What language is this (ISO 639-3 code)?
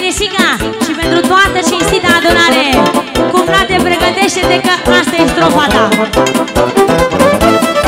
ron